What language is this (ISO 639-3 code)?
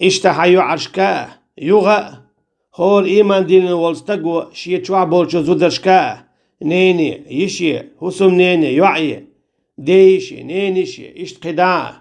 che